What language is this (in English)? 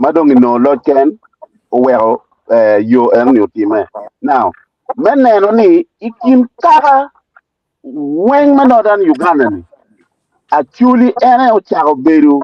Acoli